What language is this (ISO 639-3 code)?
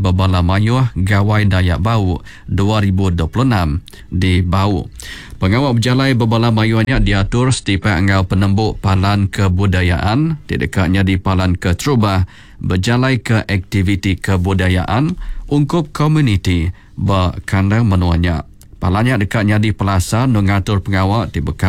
iba